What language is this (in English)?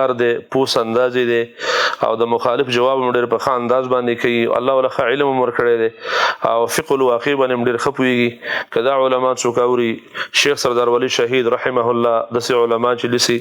Pashto